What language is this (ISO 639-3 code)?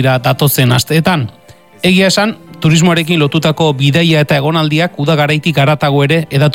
eus